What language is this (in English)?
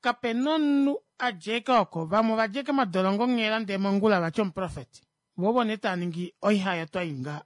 Kuanyama